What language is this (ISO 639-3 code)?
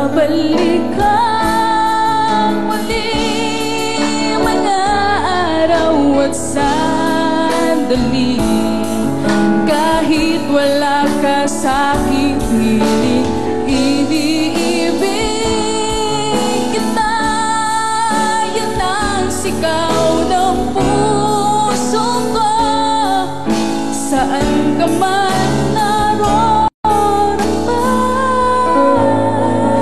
fil